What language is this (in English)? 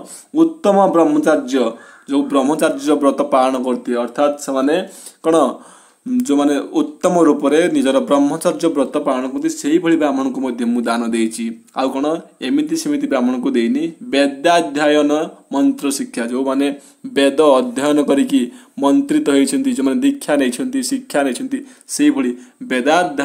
Odia